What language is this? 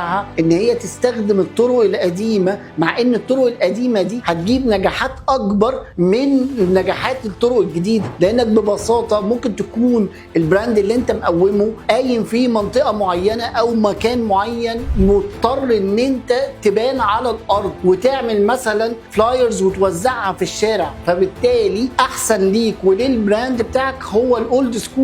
Egyptian Arabic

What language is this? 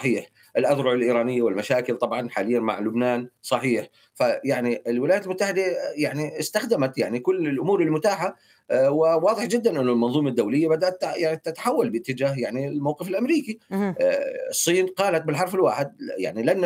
Arabic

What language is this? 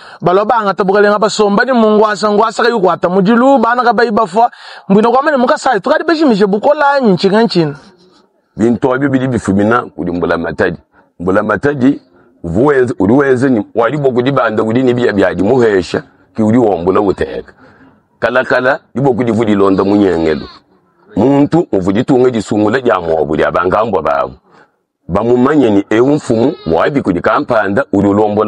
Luba-Lulua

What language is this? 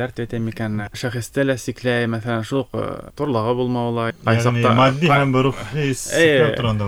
Bashkir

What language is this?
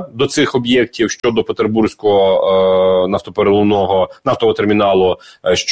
Ukrainian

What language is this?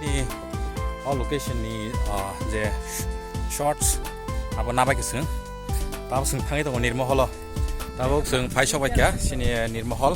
Kok Borok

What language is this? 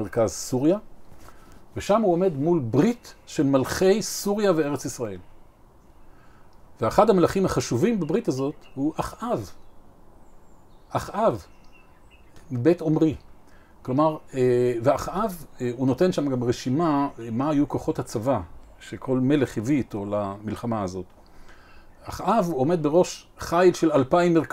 Hebrew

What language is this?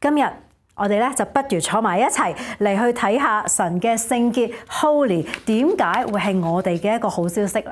Cantonese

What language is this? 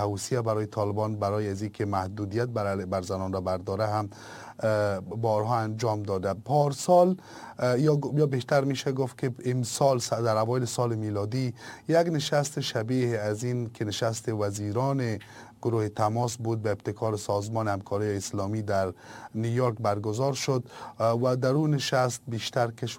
Persian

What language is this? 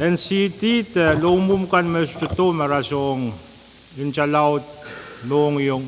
Pohnpeian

